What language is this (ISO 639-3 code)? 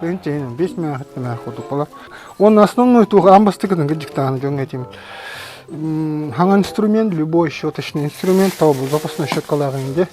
sah